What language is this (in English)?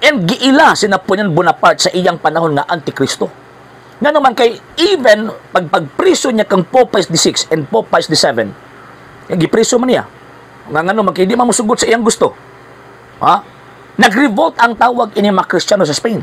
Cebuano